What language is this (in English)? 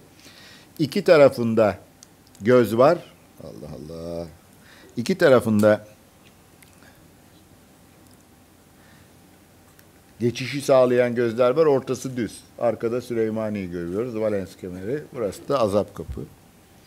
Turkish